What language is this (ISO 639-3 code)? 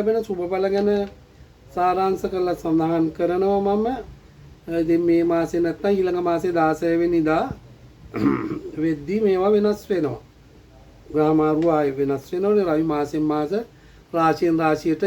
sin